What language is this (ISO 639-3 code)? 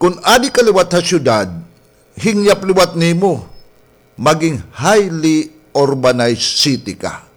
war